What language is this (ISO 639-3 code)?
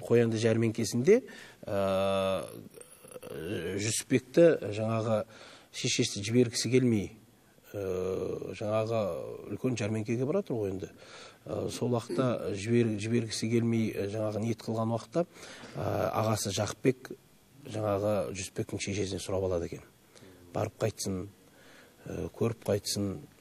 kaz